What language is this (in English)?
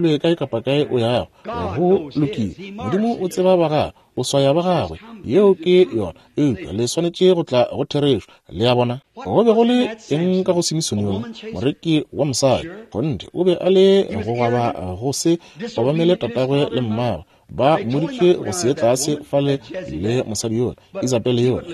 Northern Sotho